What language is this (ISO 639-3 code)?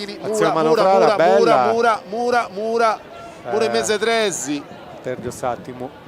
srd